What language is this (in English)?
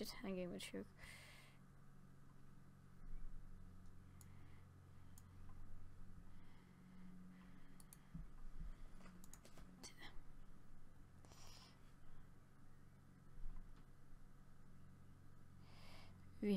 Danish